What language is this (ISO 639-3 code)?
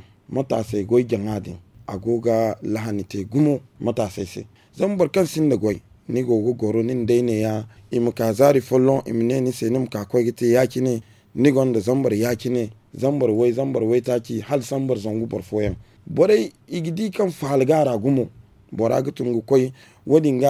dje